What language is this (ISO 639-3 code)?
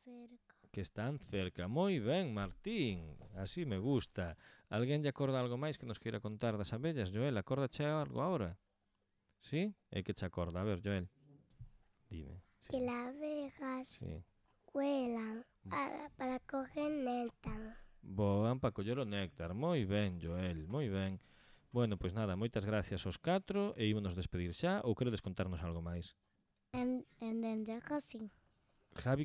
glg